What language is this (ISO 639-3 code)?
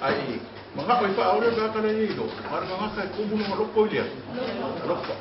smo